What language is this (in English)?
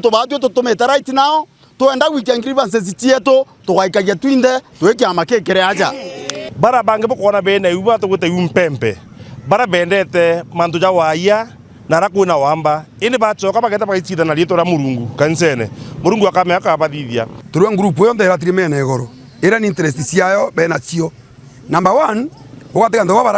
Meru